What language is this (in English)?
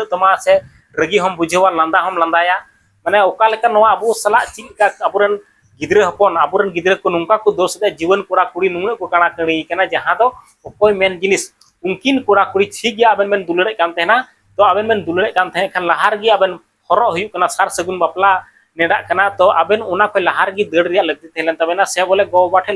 Santali